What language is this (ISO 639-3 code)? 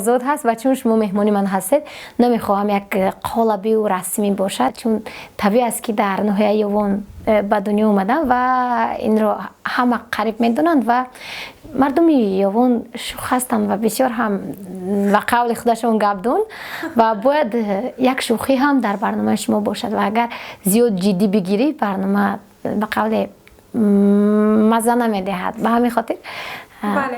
tgk